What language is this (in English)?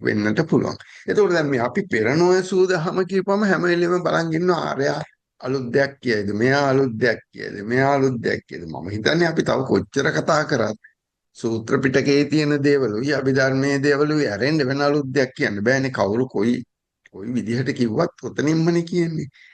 Sinhala